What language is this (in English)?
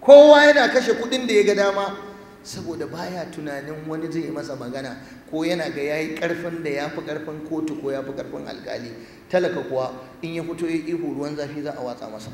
Hausa